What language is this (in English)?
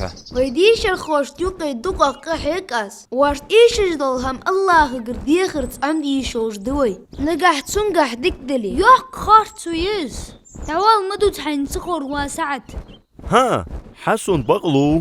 Ingush